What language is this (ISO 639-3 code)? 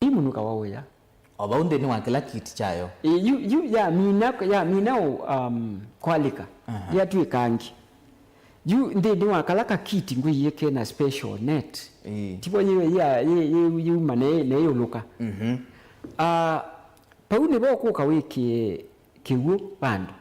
kam